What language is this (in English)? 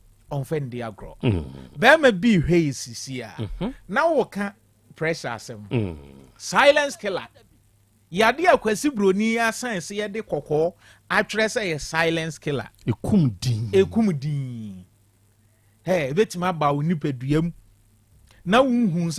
Akan